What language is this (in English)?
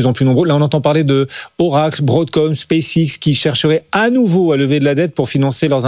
French